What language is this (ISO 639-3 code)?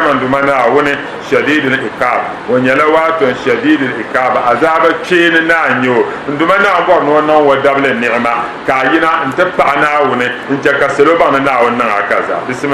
dag